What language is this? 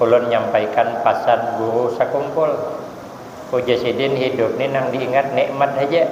Banjar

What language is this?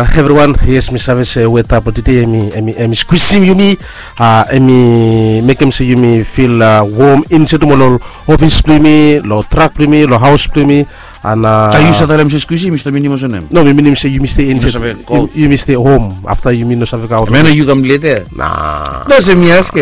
Bislama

